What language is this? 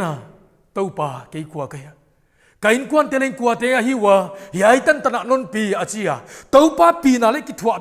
Paite Chin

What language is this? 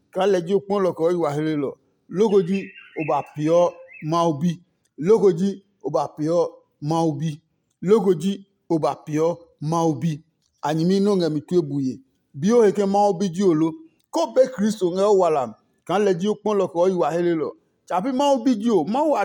Adangme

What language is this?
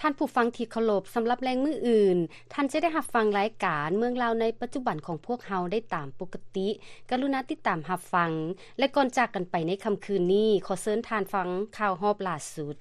Lao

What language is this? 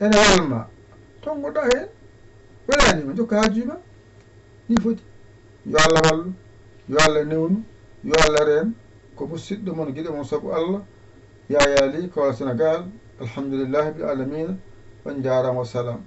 Fula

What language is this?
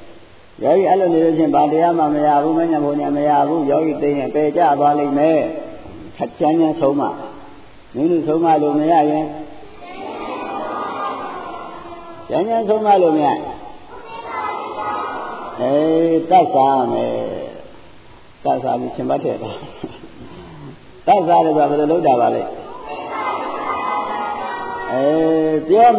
Burmese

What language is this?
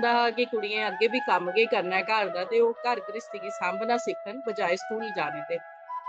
Dogri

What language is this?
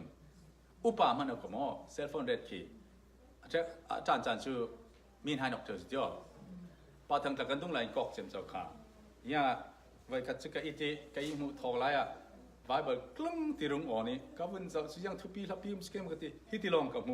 Falam Chin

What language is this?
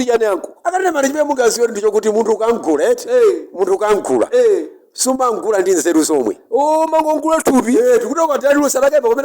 Nyanja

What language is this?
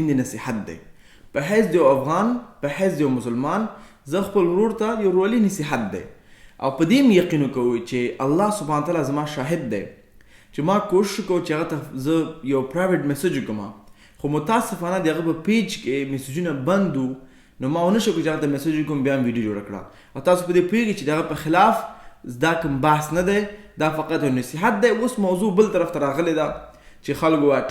Pashto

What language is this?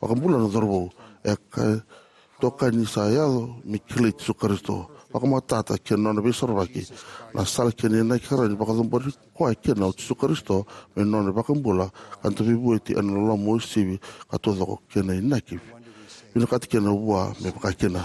Fijian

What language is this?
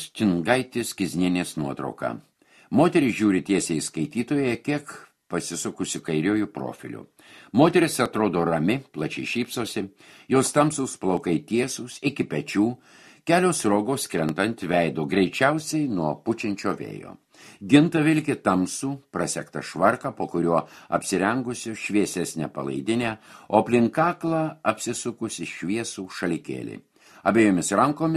Lithuanian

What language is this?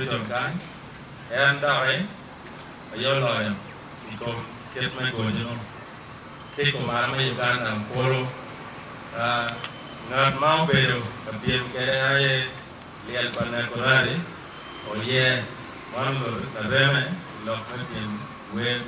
Acoli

